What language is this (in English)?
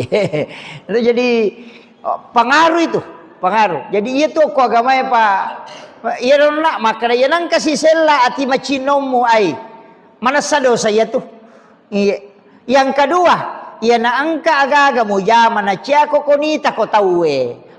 Buginese